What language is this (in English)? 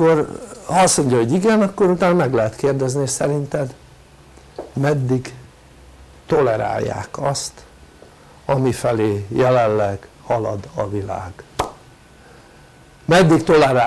Hungarian